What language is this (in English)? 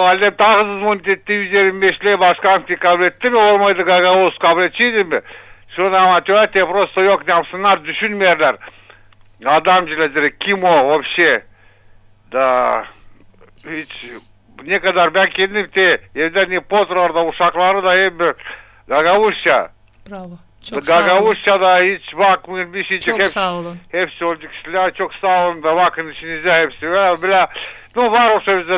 Gagauz